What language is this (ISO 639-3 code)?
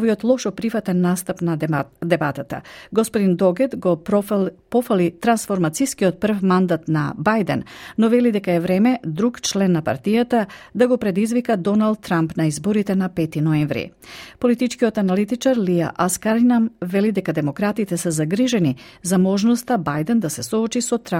mkd